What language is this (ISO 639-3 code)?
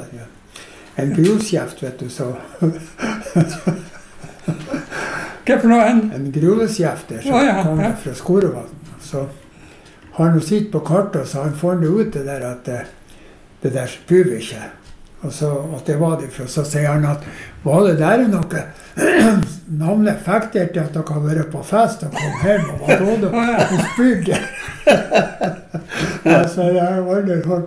nor